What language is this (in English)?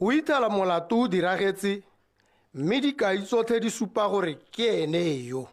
Tswana